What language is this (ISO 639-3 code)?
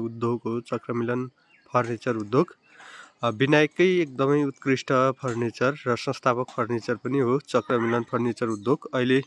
nep